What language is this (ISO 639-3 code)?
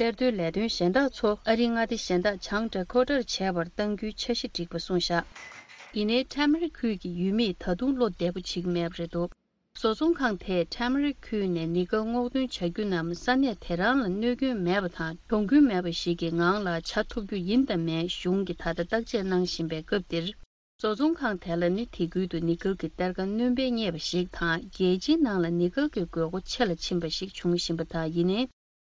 bod